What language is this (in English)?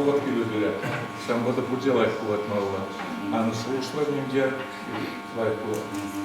Chuvash